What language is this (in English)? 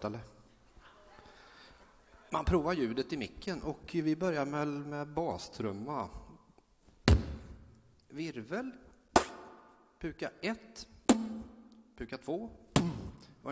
Swedish